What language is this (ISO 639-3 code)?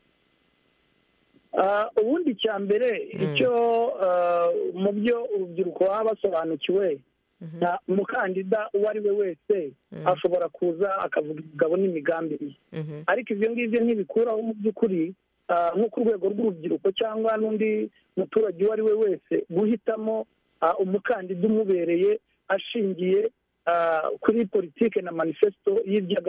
kin